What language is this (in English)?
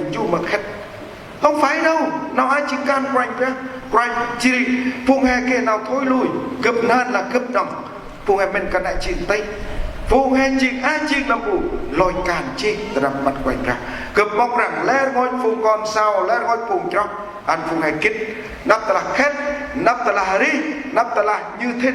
Central Mnong